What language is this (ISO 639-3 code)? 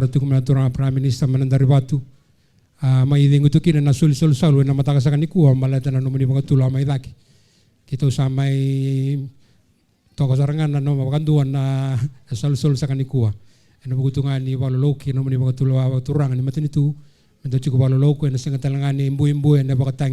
fij